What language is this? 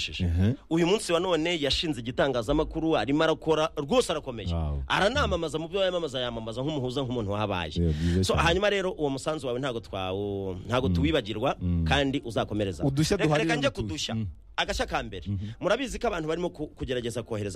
Kinyarwanda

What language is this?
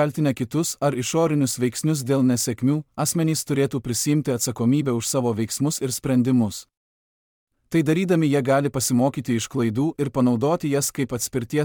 Lithuanian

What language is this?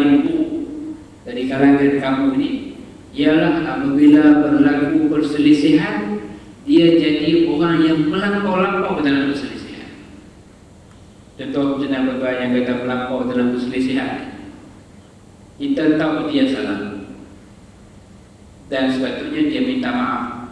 Malay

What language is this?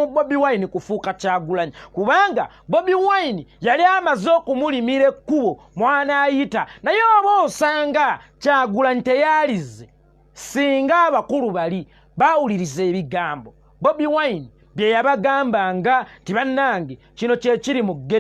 Ganda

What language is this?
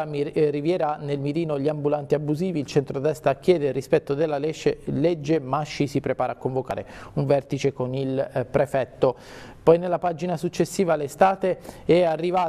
Italian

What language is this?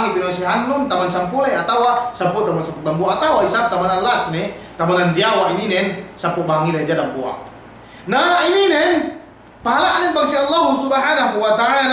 Yakan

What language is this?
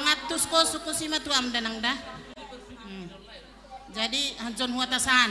Batak Simalungun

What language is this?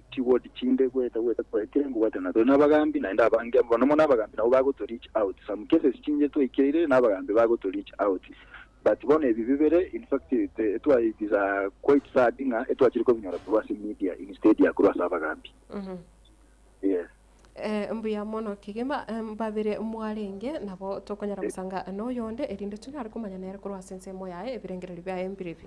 Gusii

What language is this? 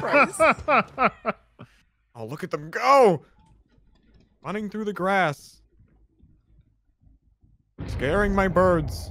English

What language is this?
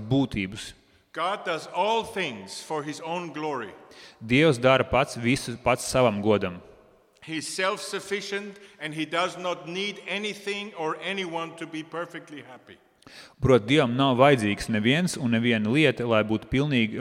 Latvian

